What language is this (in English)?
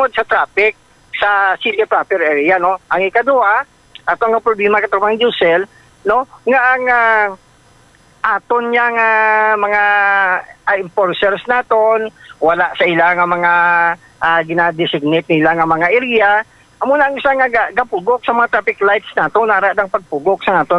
Hiligaynon